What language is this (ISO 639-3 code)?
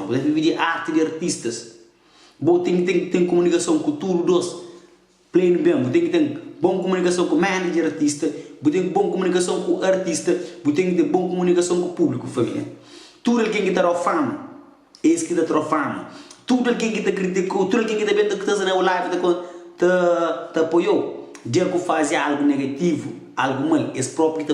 kea